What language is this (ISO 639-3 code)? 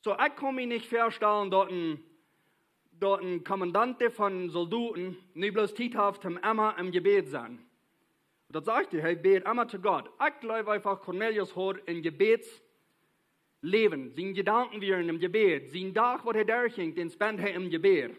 pdt